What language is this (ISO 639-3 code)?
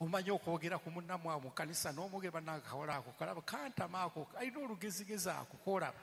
lug